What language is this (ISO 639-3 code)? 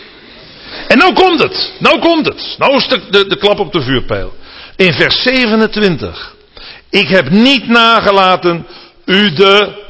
nld